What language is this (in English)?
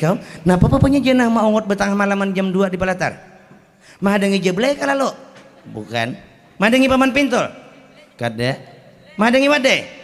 Banjar